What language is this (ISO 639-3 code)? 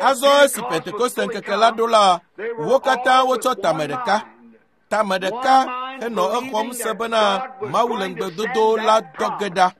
ewe